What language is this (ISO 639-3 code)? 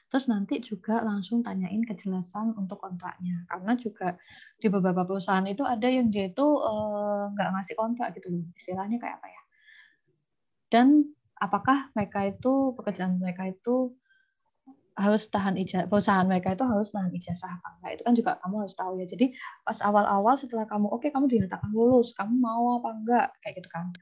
ind